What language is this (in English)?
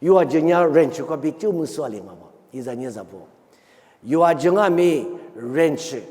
Lisu